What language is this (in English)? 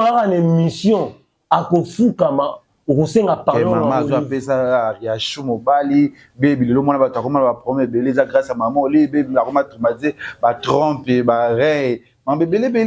Lingala